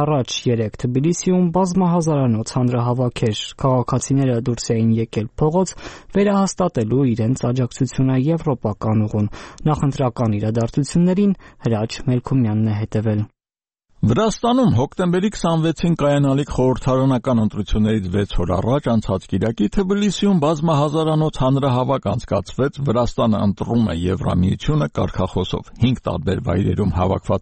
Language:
Armenian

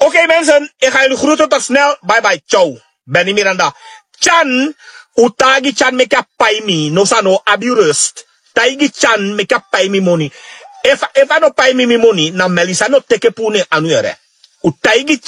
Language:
Sranan Tongo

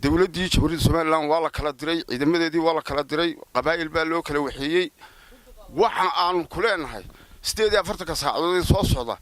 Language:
Somali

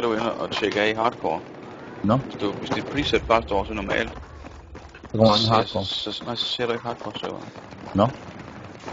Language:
Danish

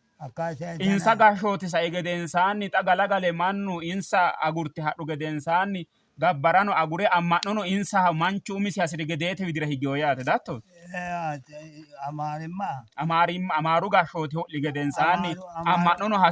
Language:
Sidamo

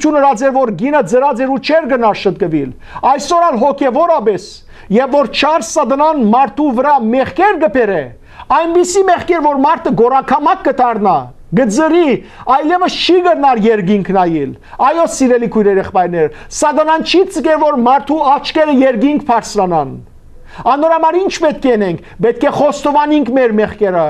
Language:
Western Armenian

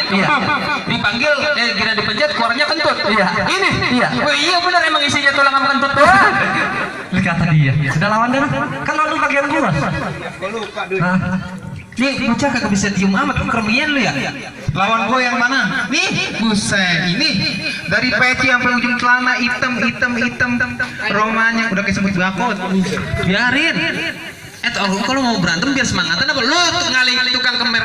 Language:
Betawi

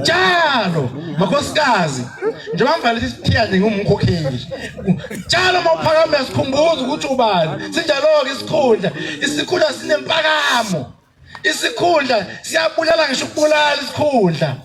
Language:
Zulu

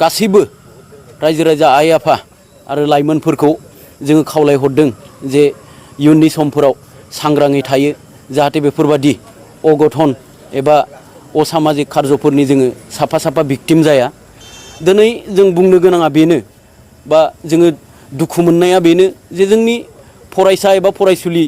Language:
Bodo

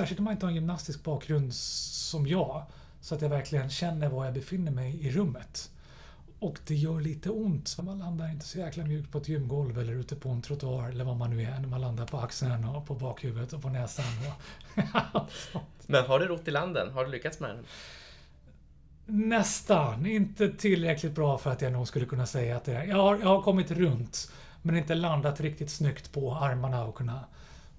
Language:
Swedish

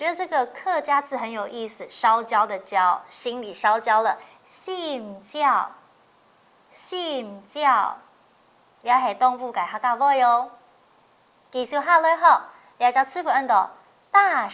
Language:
Hakka Chinese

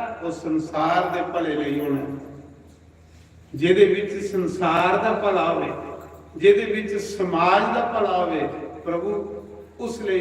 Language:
Dogri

